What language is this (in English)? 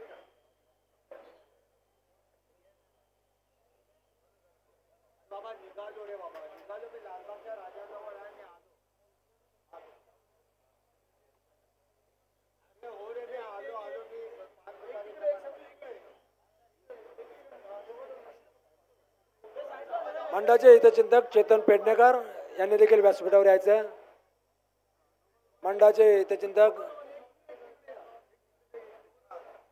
Marathi